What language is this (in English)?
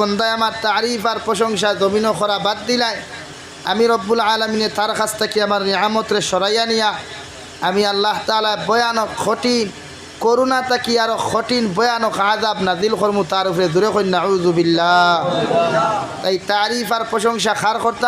Sylheti